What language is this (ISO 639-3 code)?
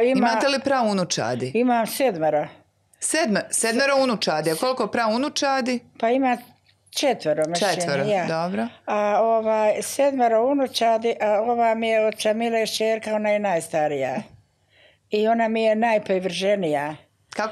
bos